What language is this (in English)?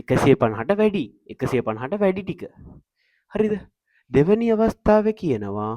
Sinhala